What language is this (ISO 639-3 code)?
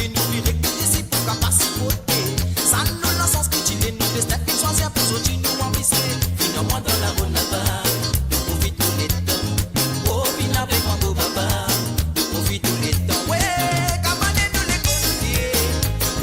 mfe